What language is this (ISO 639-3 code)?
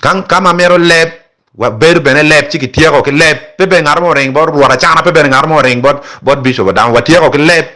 ach